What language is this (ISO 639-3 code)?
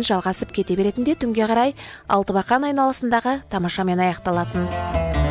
kaz